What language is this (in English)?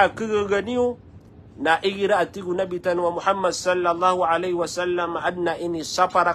Maranao